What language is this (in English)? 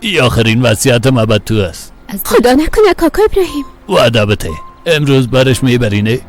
Persian